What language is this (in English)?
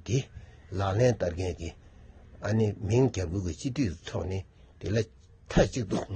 Tibetan